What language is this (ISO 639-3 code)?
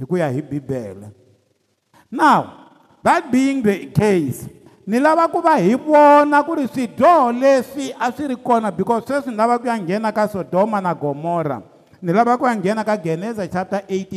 tso